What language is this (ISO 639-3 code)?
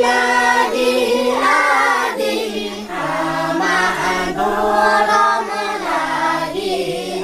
sat